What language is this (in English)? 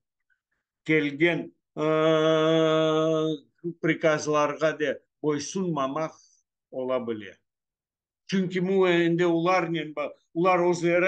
Crimean Tatar